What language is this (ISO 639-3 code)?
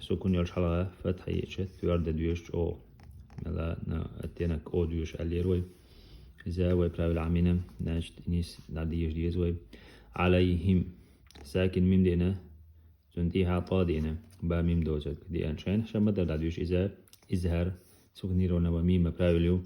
che